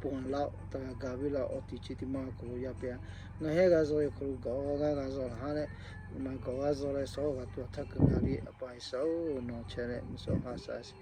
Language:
Lahu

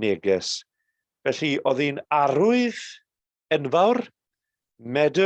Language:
Welsh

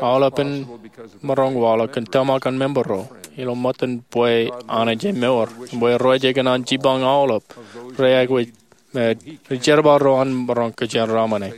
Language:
Marshallese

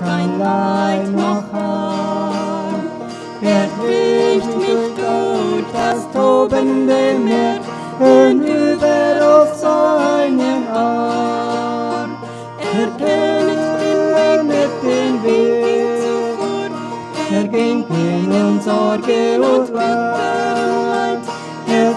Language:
Plautdietsch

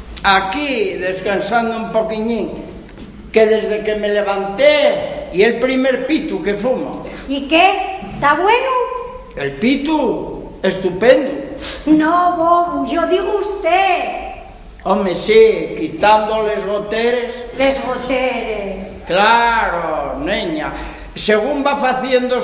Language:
Asturian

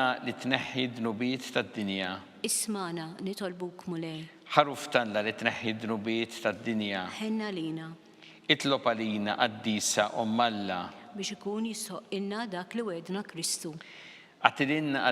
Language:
Maltese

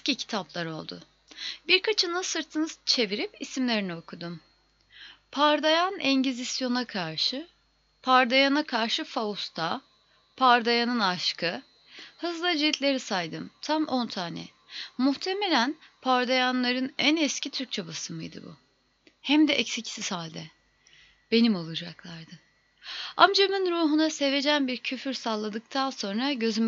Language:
Turkish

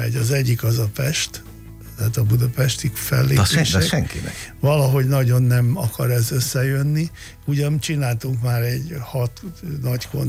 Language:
Hungarian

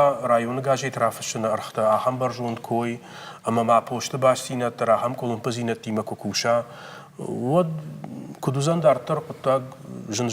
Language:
Ossetic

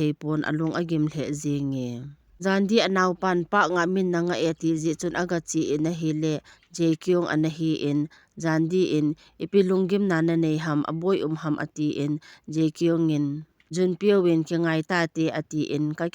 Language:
Thado Chin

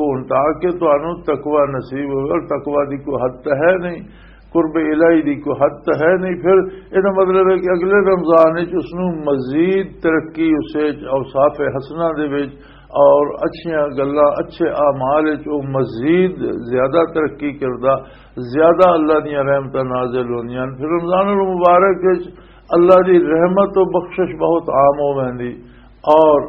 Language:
Western Panjabi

